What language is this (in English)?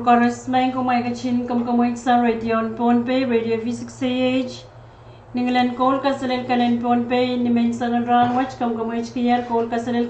Pohnpeian